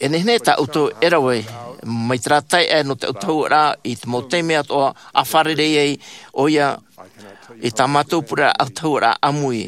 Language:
Tahitian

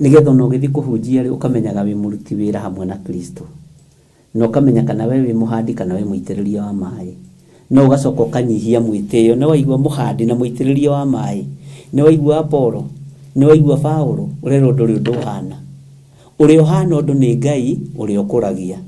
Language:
Kikuyu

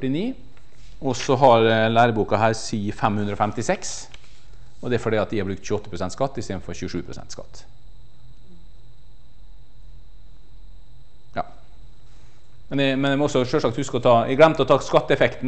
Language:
Norwegian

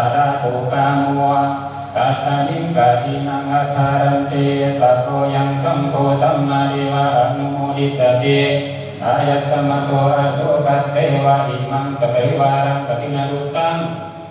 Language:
Pali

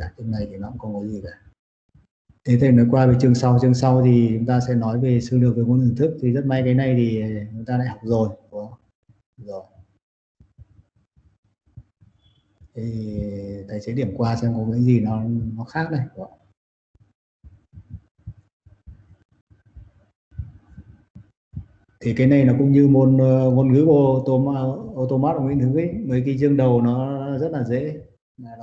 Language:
Vietnamese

